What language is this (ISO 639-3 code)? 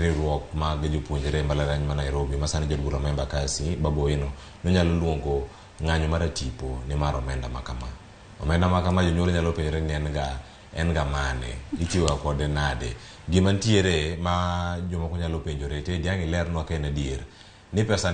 luo